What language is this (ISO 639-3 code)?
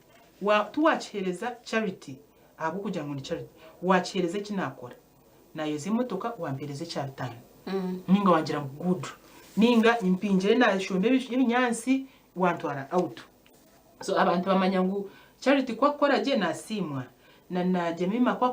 nyn